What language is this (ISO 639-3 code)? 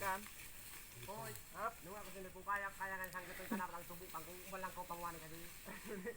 bik